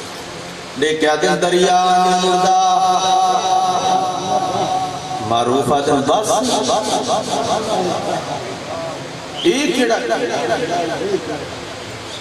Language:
Urdu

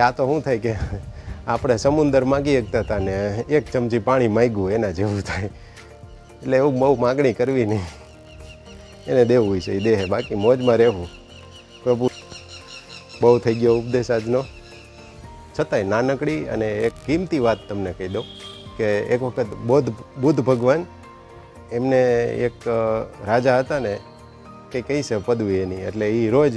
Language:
Gujarati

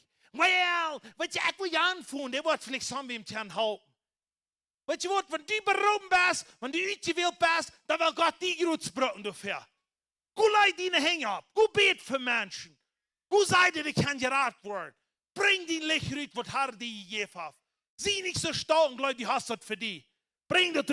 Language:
Plautdietsch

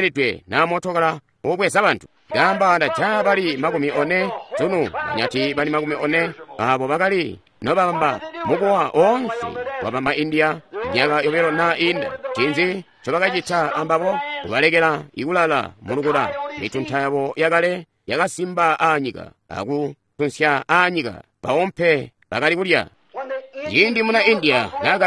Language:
Tonga (Zambia)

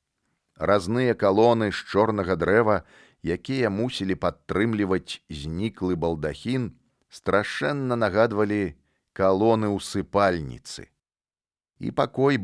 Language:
Belarusian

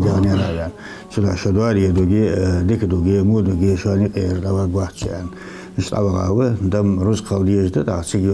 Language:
Ingush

